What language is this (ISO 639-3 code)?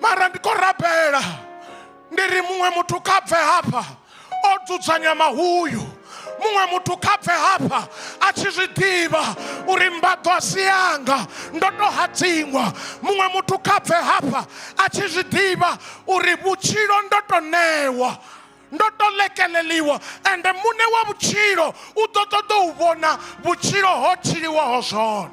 ven